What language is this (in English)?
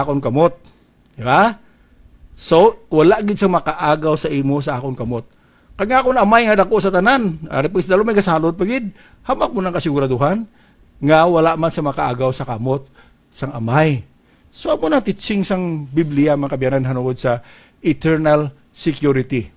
Hiligaynon